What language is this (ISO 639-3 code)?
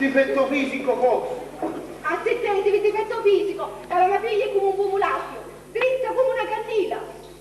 scn